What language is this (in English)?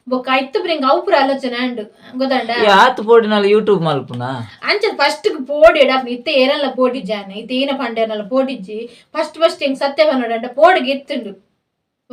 Tulu